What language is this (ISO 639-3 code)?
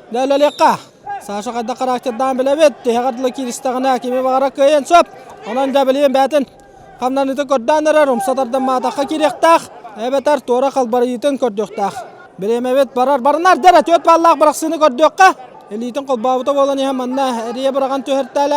sah